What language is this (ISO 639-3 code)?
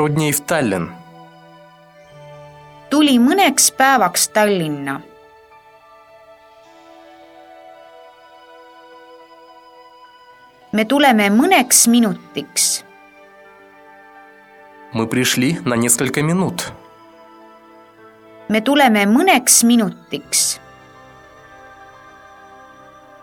est